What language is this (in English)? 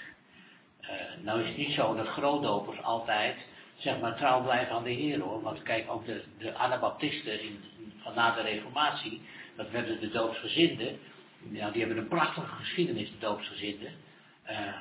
Dutch